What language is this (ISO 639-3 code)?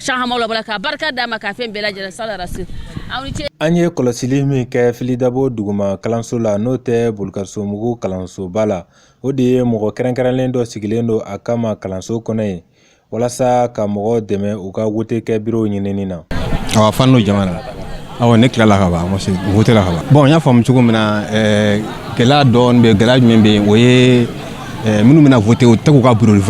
bam